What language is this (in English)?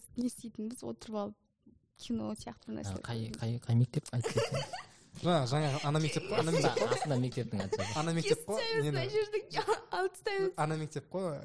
Kazakh